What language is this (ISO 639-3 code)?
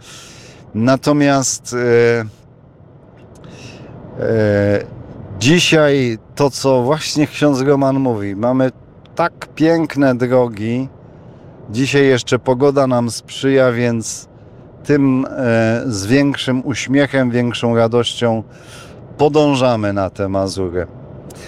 pol